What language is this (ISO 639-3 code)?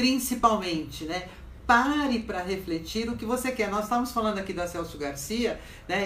por